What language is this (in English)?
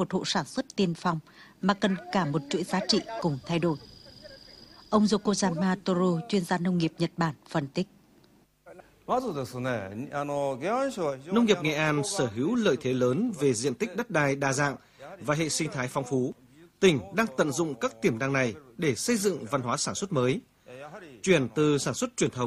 Vietnamese